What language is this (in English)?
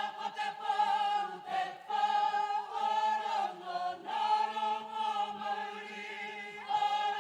Māori